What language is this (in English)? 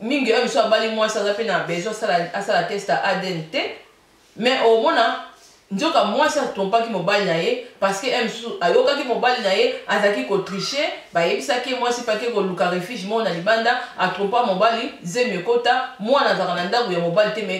Lingala